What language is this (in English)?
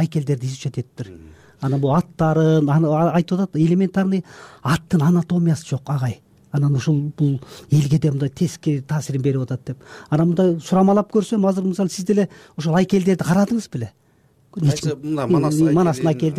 Kyrgyz